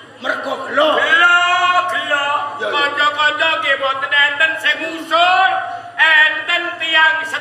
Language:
Javanese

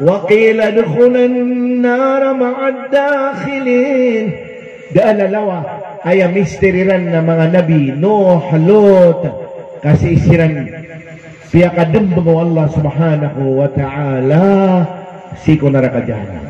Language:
Maranao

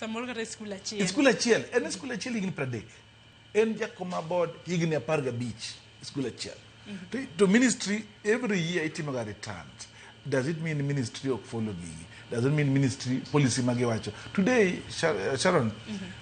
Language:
Luo (Kenya and Tanzania)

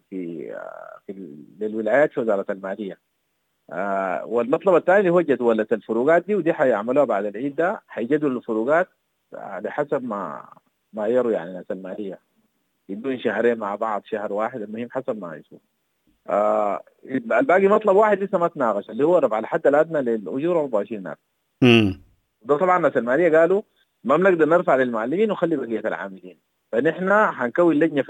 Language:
Sudanese Arabic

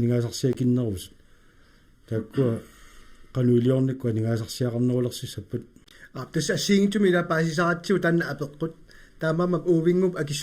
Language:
Kalaallisut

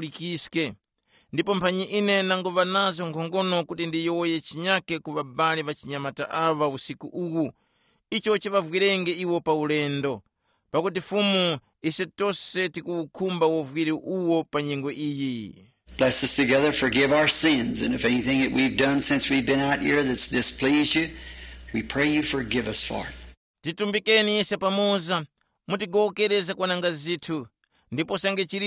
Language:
Tumbuka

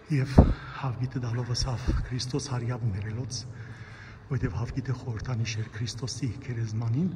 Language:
Western Armenian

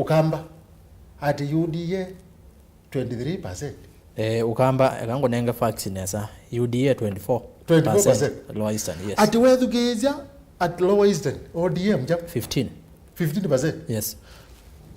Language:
Kamba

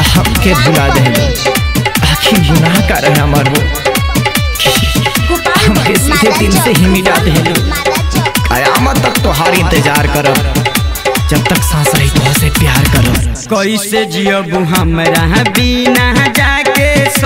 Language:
Bhojpuri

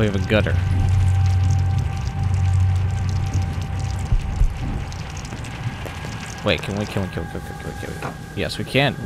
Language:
English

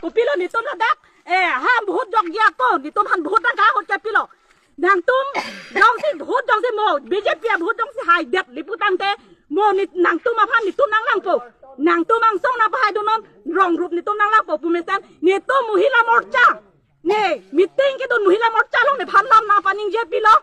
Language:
Karbi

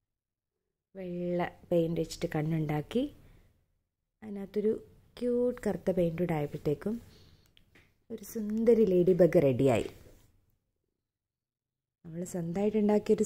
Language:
Malayalam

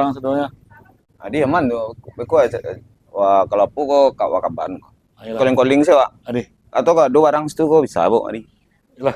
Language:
Minangkabau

